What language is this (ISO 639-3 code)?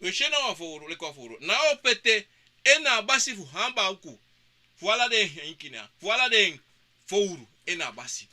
srn